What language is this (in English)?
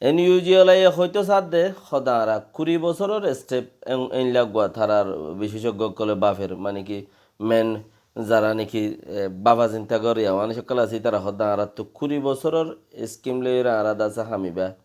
Rohingya